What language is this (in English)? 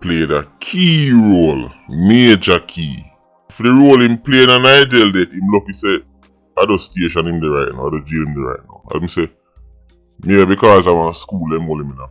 Jamaican Creole English